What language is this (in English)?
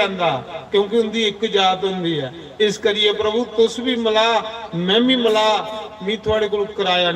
Dogri